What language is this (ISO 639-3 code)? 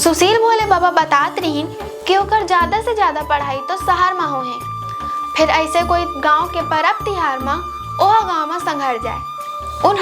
hne